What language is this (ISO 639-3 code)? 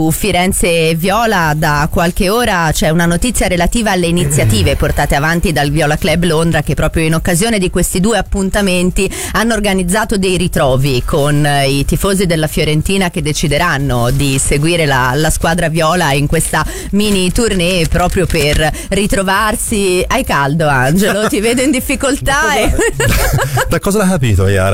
ita